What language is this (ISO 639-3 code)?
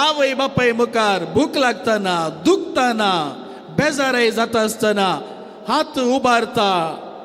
kok